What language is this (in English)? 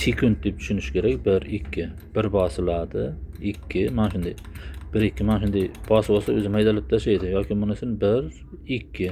Uzbek